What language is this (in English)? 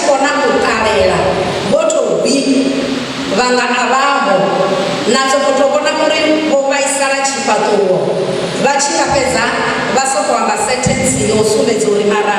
Venda